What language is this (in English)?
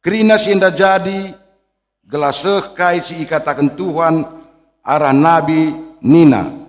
Batak Karo